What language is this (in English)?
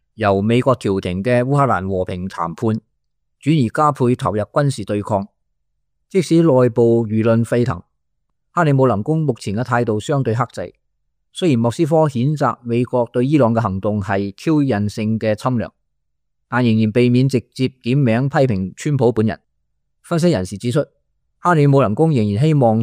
Cantonese